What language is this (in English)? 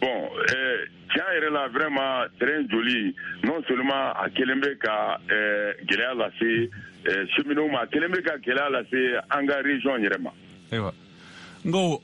Bambara